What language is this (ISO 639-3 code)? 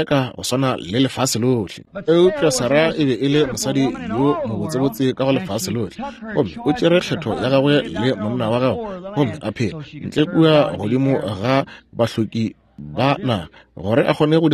nso